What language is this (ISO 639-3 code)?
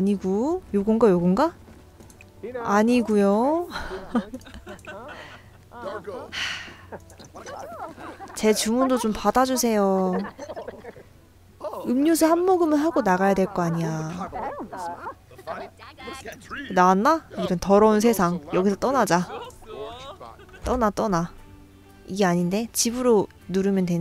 kor